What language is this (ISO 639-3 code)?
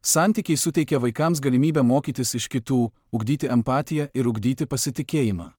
lit